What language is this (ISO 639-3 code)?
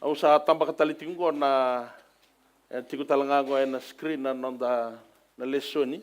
fij